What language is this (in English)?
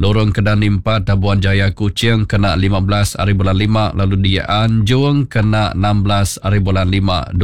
Iban